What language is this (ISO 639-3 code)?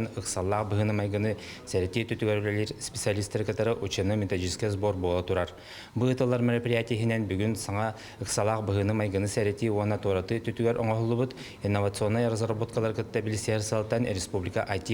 sah